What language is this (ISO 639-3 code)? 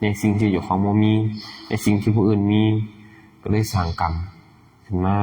lao